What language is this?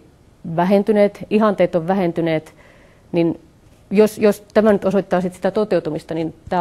Finnish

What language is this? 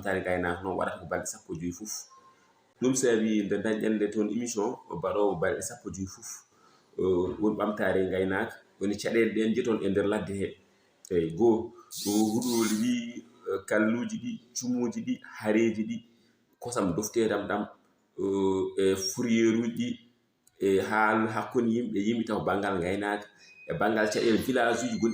Fula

